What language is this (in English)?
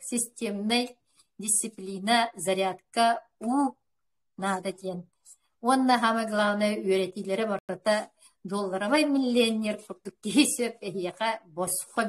Yakut